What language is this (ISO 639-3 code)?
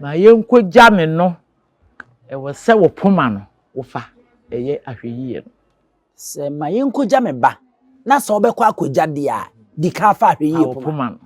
aka